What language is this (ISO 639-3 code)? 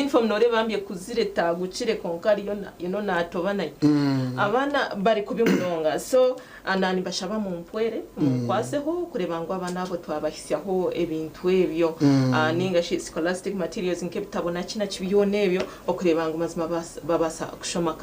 nyn